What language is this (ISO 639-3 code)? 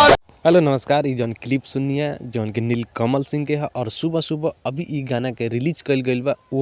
bho